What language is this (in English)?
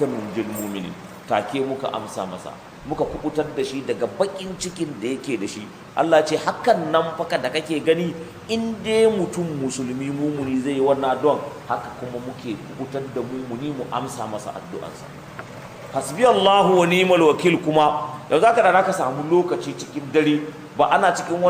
Hausa